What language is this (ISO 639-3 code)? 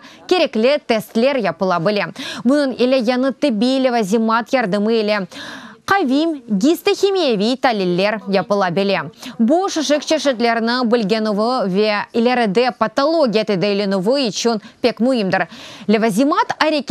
crh